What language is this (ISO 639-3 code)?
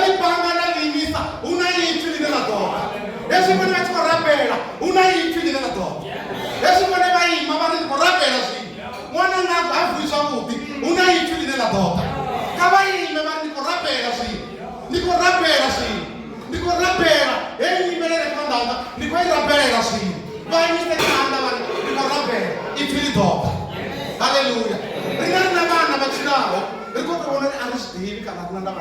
ven